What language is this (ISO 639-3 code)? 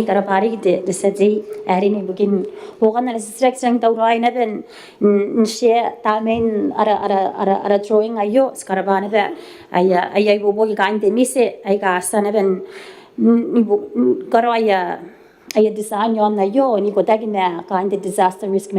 gil